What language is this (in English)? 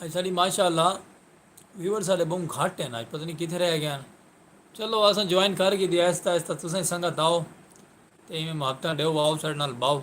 Saraiki